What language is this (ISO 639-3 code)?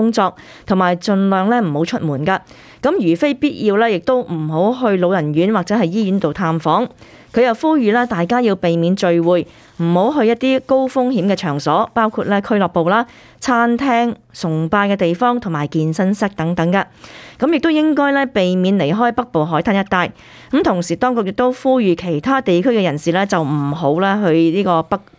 yue